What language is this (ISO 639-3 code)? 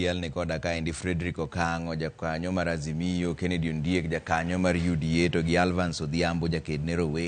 luo